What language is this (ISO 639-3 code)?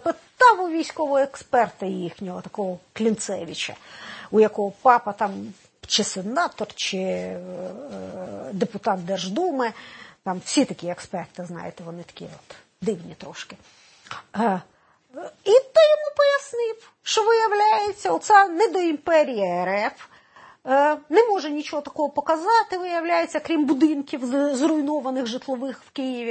ukr